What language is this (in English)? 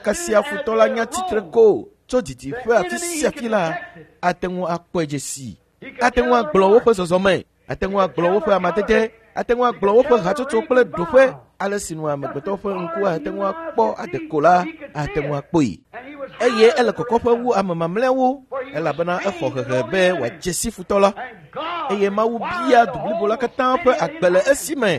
Ewe